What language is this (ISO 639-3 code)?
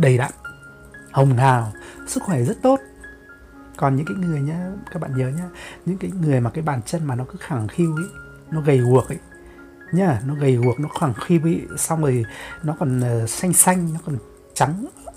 vie